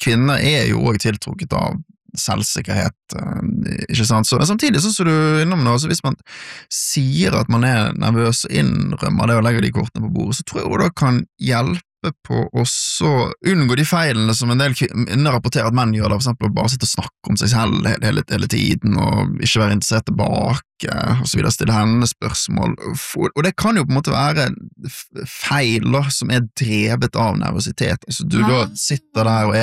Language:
Norwegian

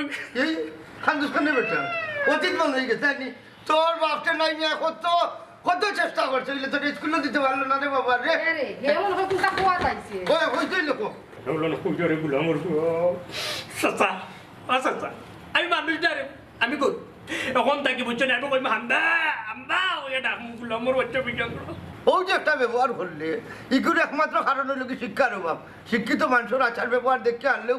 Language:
Sylheti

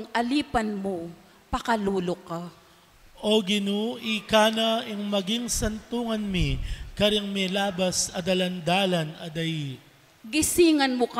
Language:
Pampanga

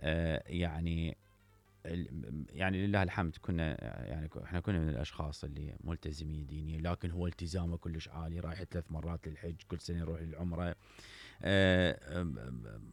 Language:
Mesopotamian Arabic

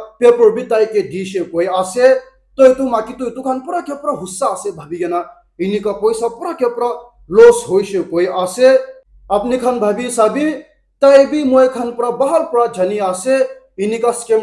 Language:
Naga Pidgin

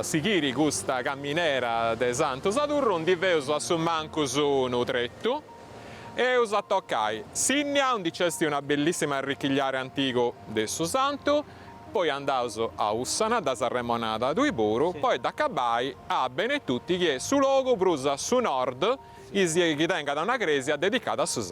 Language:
Sardinian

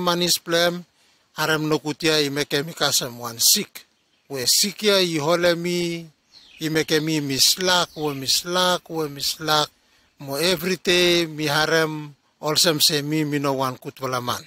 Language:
Bislama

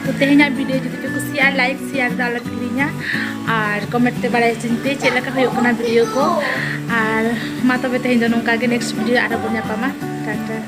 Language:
Santali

